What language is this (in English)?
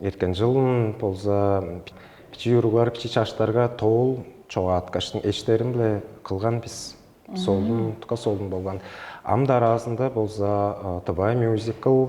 Tuvinian